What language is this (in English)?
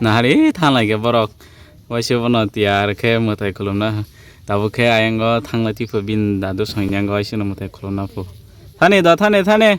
Kok Borok